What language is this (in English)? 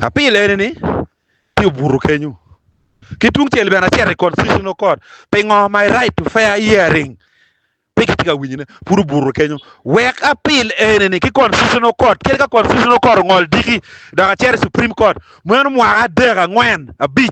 Acoli